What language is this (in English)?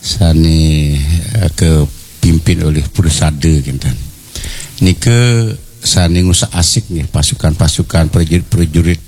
Balinese